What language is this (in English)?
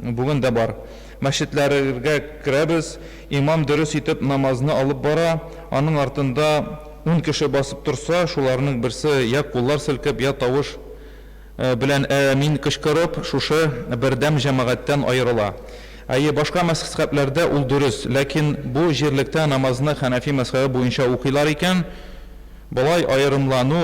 Tatar